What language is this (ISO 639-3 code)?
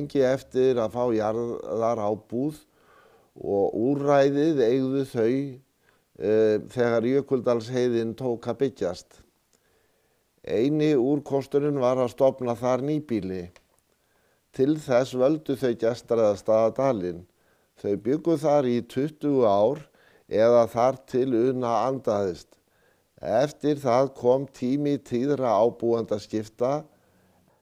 isl